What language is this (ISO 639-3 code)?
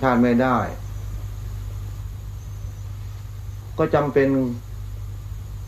tha